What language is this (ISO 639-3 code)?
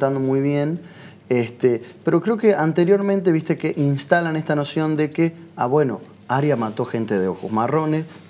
spa